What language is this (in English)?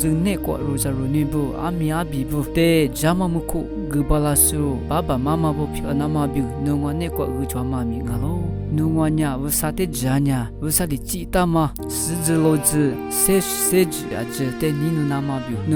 Lisu